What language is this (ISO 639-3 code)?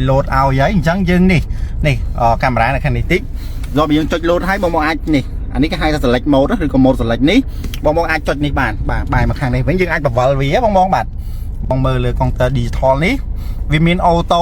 khm